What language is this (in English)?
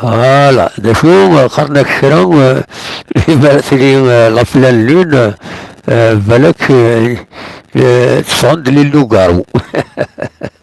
Kabyle